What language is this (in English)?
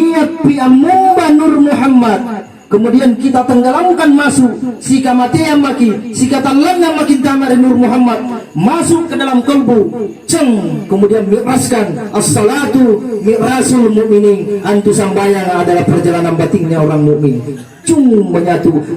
Makasar